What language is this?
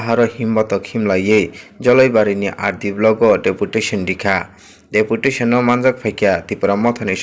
Kok Borok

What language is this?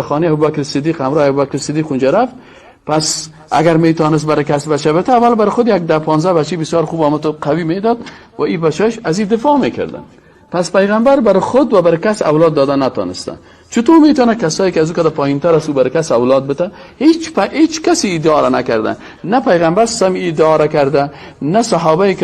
Persian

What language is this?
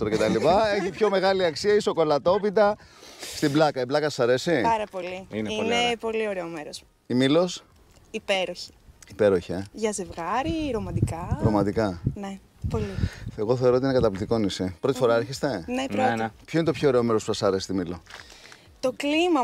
Greek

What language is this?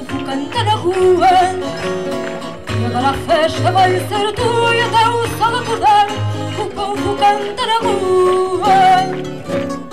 Portuguese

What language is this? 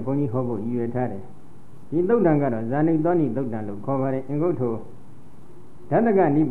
Burmese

